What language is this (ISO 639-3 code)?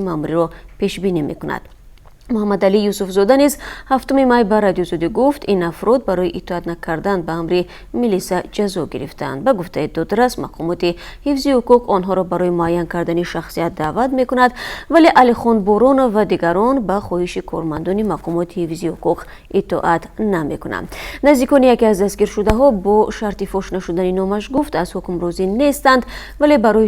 tgk